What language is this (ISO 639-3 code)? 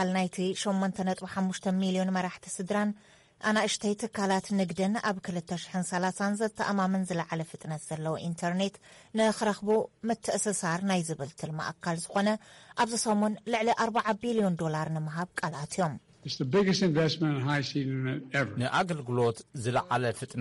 tir